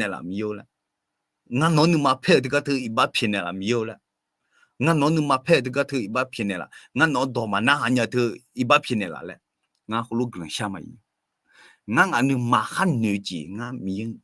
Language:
Akha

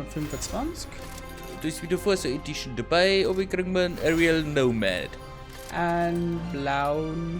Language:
Bavarian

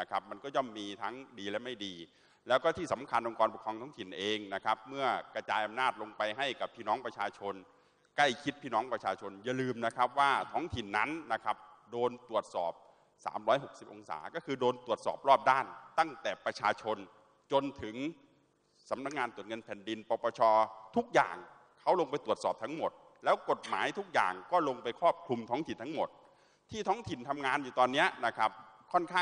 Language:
Thai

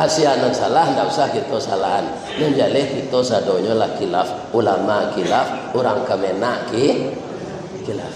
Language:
Minangkabau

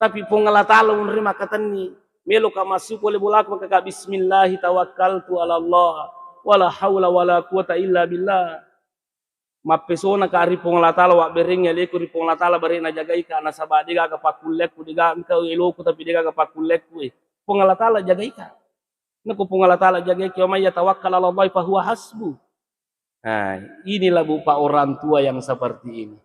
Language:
Buginese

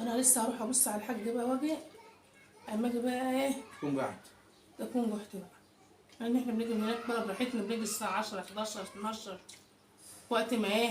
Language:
Egyptian Arabic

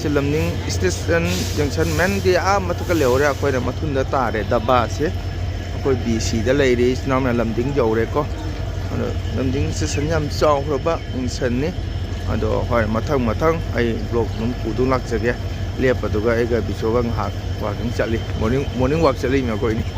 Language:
Manipuri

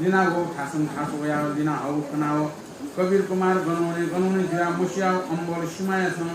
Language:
Newari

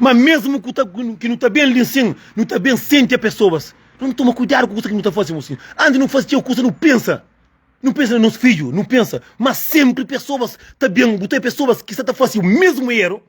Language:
Kabuverdianu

